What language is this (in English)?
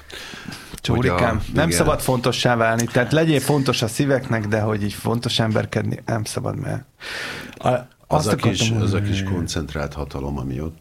Hungarian